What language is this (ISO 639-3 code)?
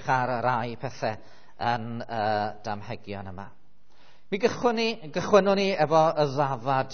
cym